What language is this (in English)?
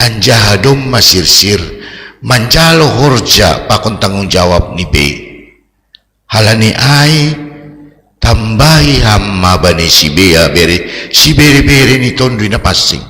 Batak Simalungun